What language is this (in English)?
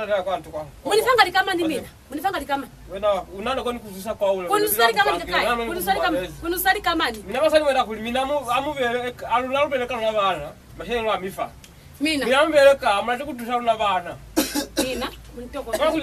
Lozi